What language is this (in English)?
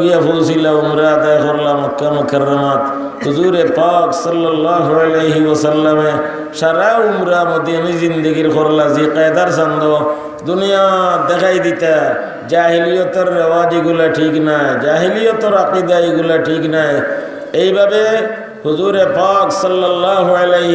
Sylheti